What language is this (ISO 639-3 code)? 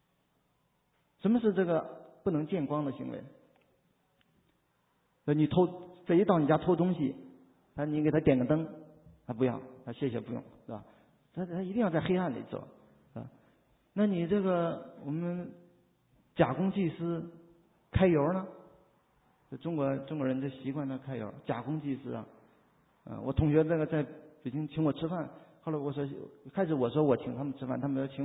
zho